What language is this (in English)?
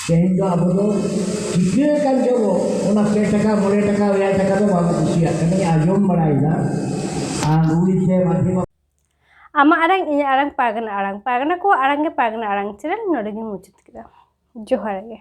Santali